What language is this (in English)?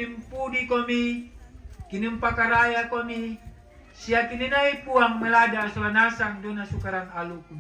Toraja-Sa'dan